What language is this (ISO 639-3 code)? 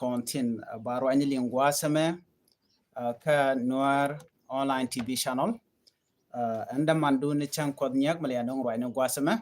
nus